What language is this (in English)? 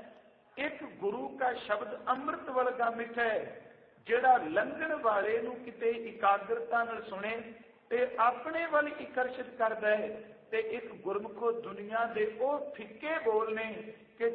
Punjabi